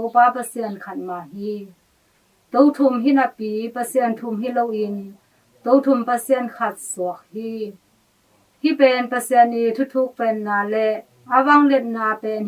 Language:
Tedim Chin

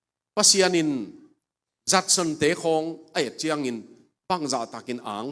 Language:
Tedim Chin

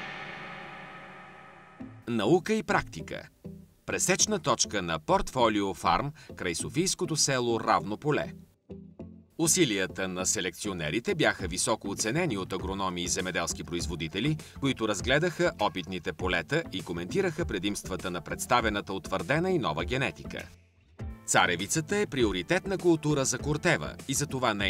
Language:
Bulgarian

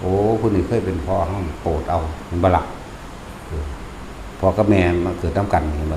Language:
Northeastern Thai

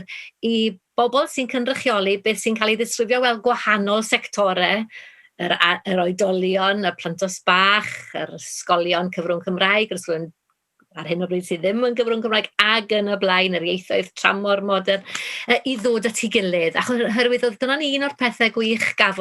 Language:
Welsh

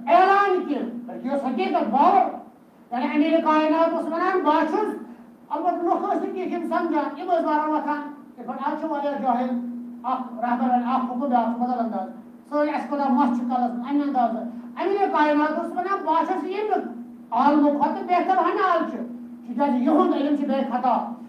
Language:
Kashmiri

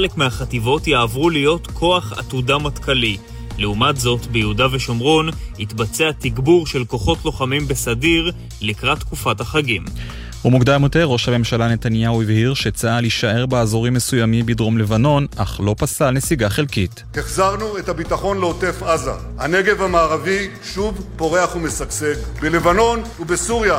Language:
Hebrew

